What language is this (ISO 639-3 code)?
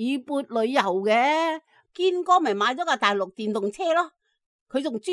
yue